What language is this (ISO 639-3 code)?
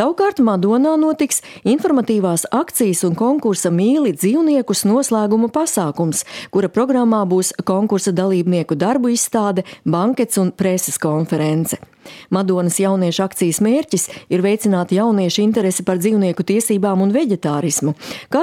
lav